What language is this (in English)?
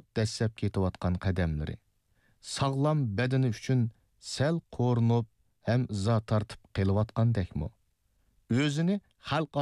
Uyghur